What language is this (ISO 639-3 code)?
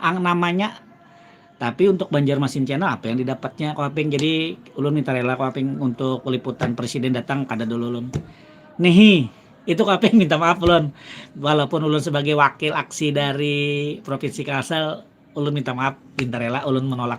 bjn